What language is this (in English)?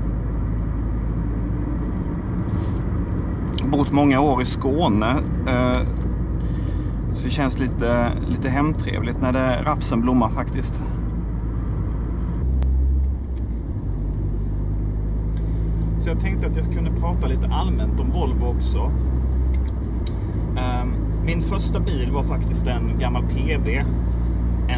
Swedish